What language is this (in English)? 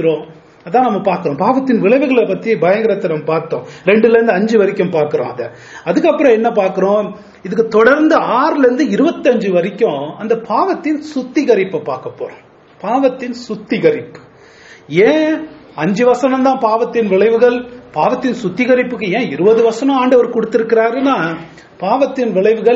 Tamil